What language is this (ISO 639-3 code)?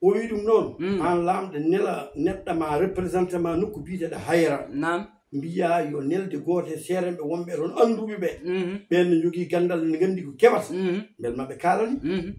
ful